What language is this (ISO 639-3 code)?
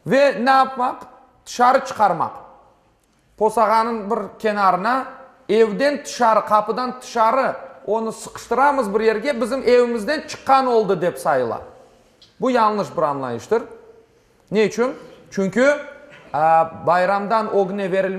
crh